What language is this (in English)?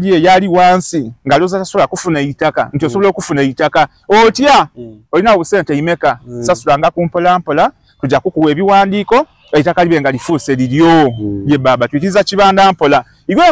Soga